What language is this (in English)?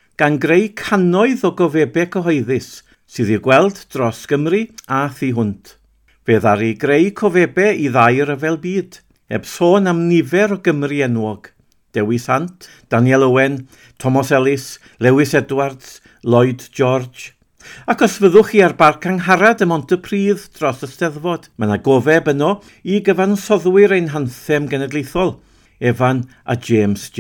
Welsh